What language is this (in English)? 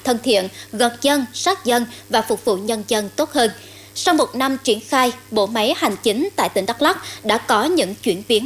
Vietnamese